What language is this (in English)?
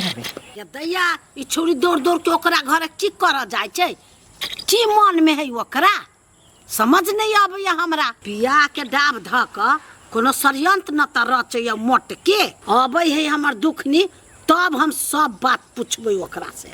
Maithili